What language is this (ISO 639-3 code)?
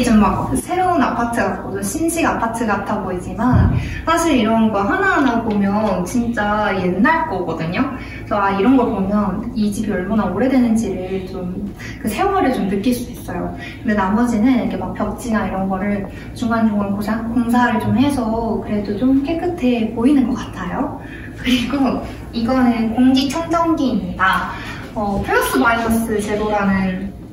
kor